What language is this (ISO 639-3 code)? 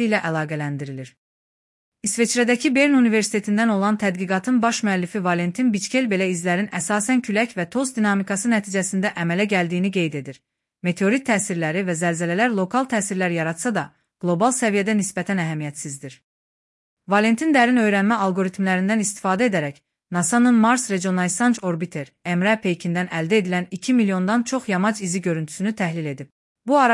aze